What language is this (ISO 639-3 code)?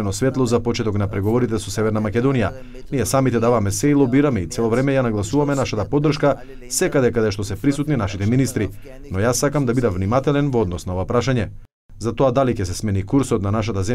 mkd